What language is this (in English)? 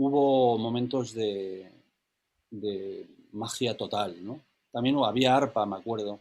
Ladino